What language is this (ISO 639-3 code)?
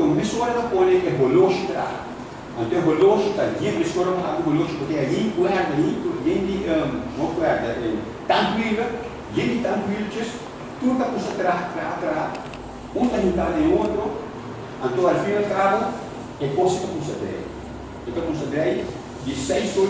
pap